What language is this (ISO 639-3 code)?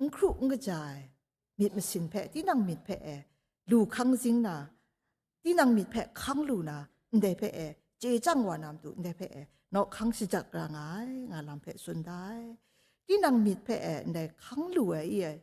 kac